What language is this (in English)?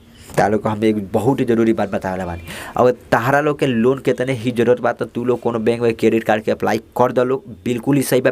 Bhojpuri